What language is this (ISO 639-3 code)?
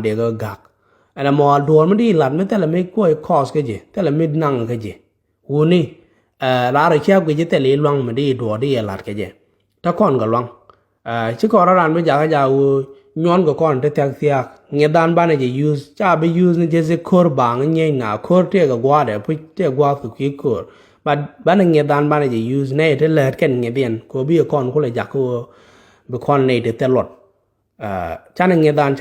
nus